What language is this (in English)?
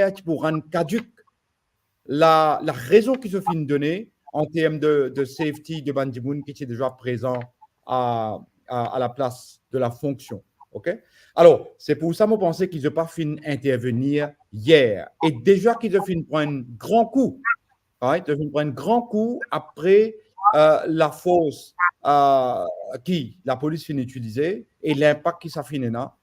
Morisyen